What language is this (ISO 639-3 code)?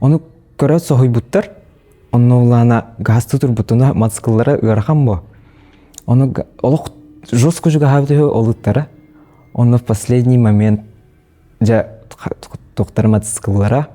sah